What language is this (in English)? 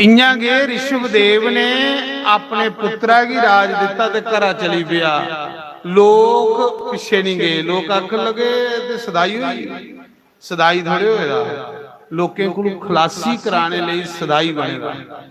Dogri